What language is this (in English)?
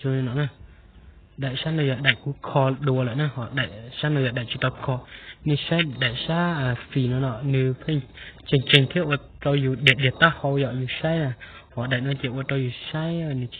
Hmong